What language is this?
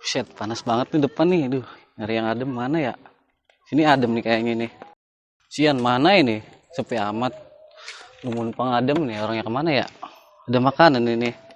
Betawi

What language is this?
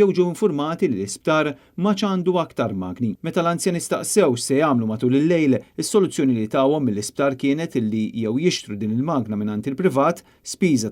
Maltese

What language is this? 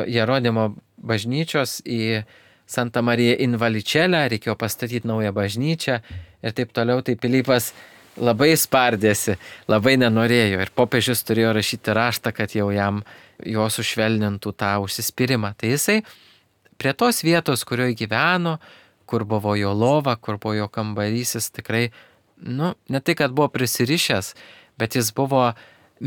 Lithuanian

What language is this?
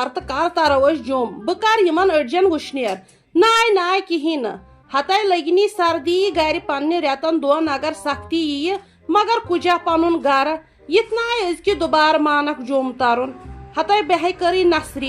Kashmiri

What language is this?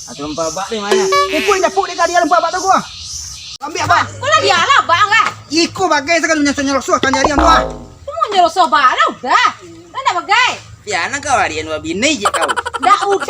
Minangkabau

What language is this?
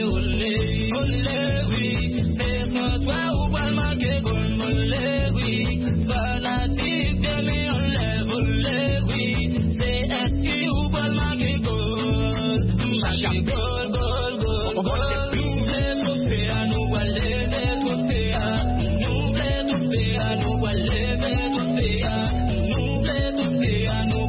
French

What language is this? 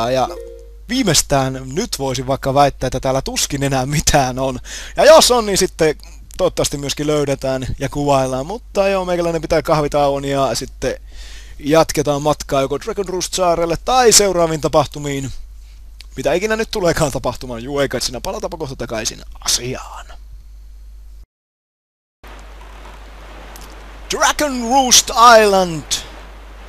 Finnish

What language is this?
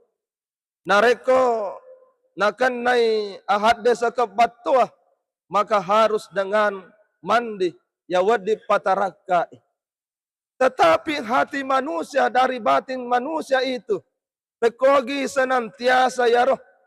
Buginese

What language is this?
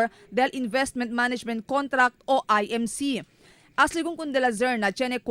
Chavacano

